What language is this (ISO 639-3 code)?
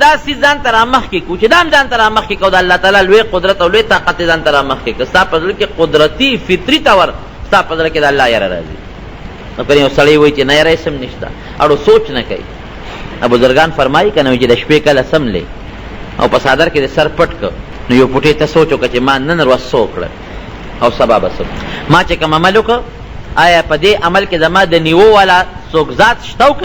pus